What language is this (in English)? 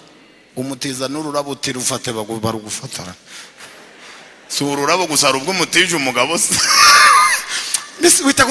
Kinyarwanda